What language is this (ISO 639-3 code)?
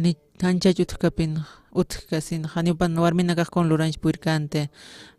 aym